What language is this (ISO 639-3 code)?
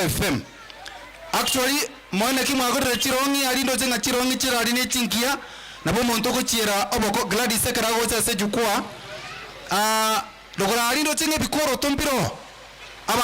guz